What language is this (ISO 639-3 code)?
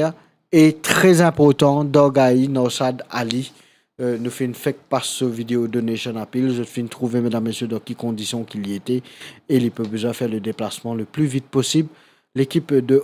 mfe